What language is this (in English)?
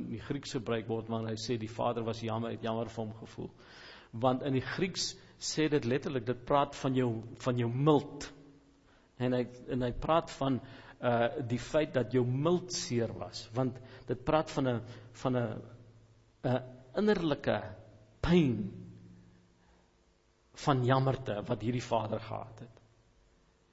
Afrikaans